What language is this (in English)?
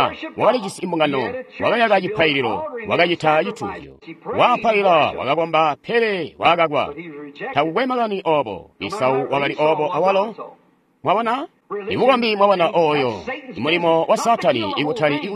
Tonga (Zambia)